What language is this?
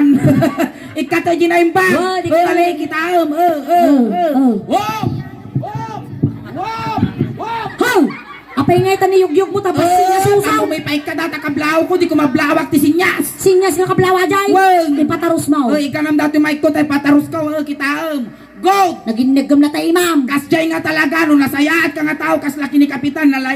Iloko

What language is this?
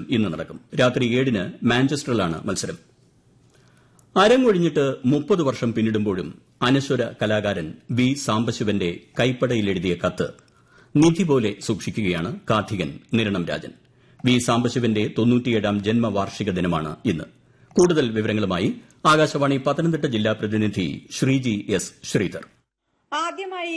Malayalam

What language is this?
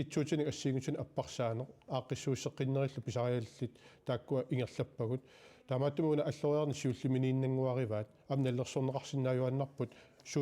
Kalaallisut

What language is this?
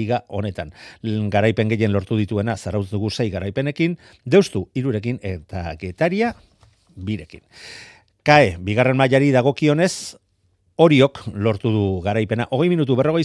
Basque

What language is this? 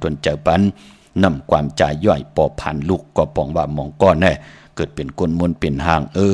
Shan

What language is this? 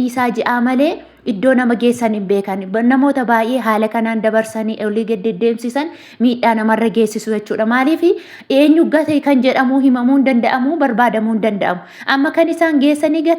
Oromo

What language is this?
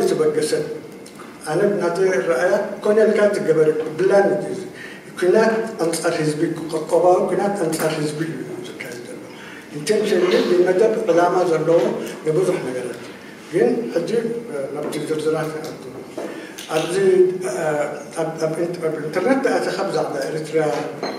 Tigrinya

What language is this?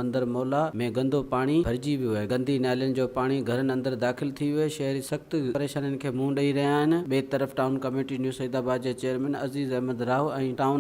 Sindhi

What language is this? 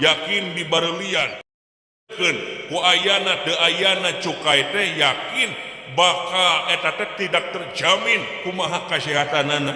Sundanese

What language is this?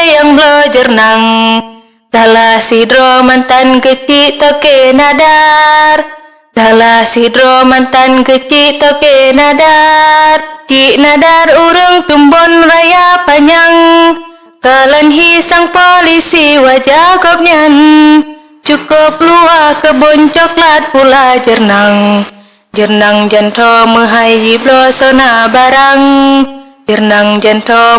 Achinese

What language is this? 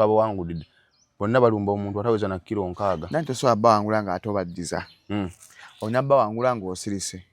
Ganda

